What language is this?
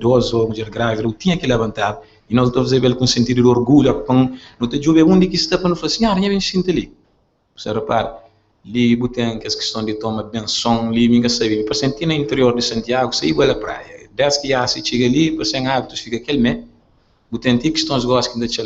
Kabuverdianu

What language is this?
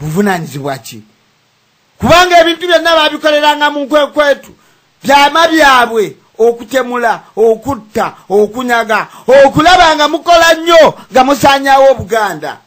Ganda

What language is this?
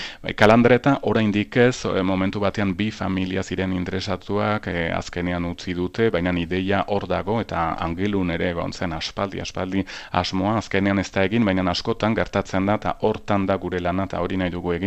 Basque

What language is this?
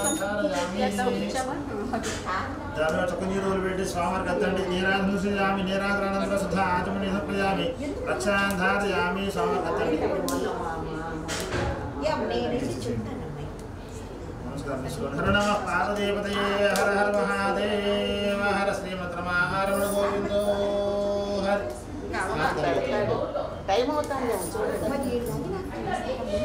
Telugu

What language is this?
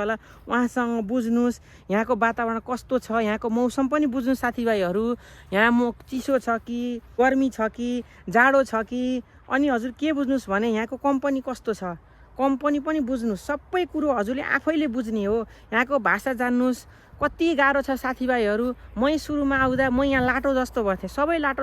Nepali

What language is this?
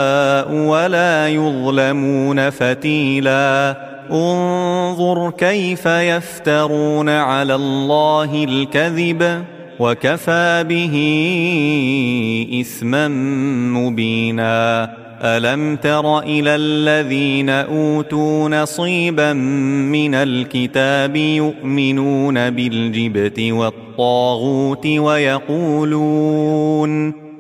Arabic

